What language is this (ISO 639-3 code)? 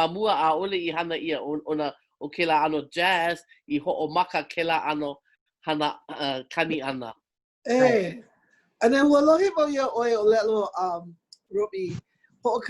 haw